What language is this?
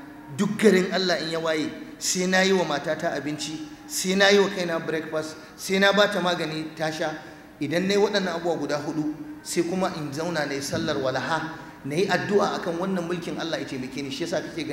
Hausa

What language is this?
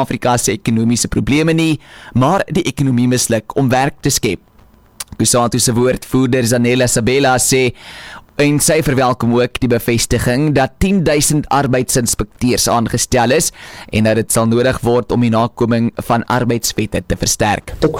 Afrikaans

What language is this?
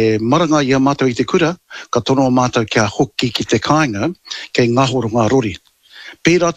Māori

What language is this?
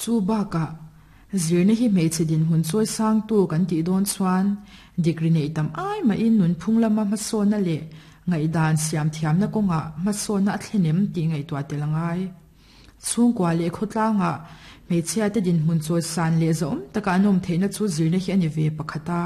Mizo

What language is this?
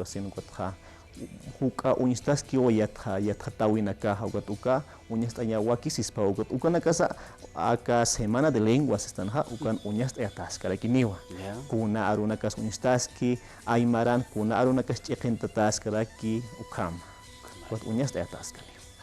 Aymara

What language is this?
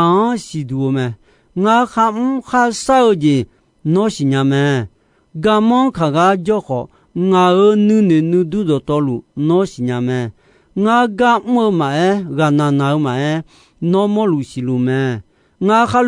Akha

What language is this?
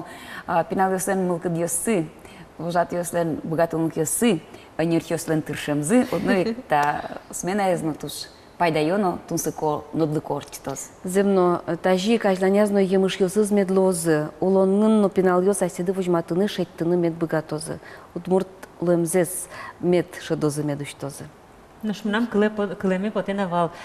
Udmurt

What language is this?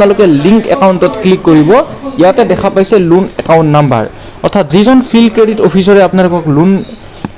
Assamese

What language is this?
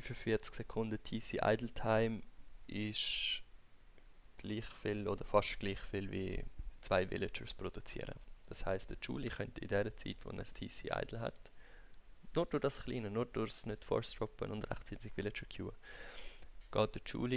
Swiss German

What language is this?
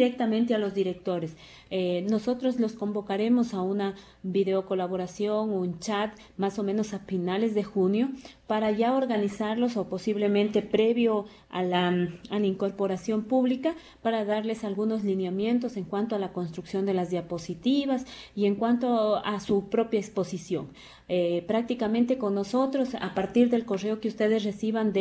Spanish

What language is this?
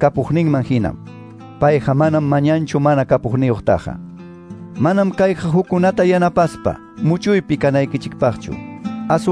Quechua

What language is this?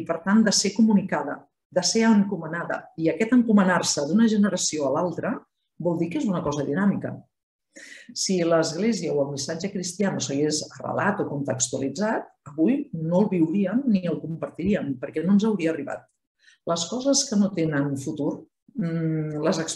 Catalan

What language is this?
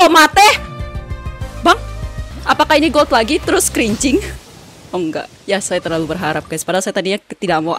Indonesian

